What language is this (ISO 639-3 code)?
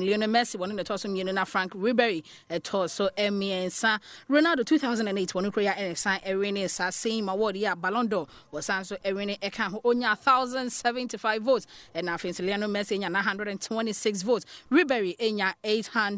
aka